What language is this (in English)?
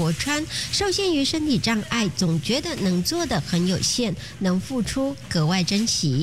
Chinese